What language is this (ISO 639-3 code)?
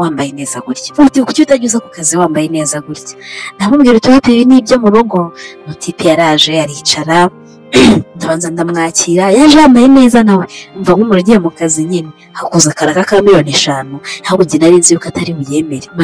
kin